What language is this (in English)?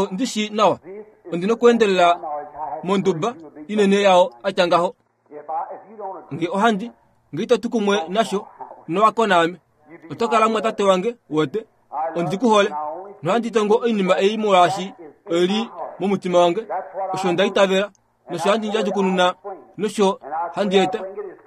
Kuanyama